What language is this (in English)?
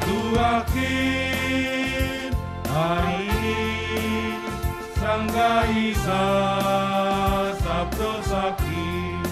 Batak Simalungun